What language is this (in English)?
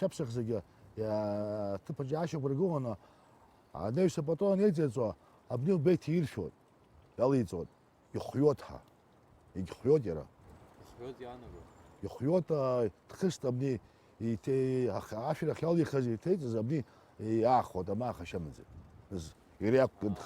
Abkhazian